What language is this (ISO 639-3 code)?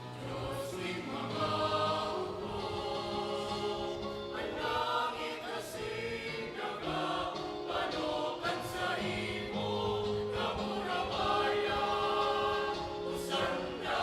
bik